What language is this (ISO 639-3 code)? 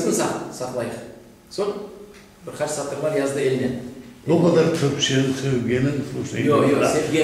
crh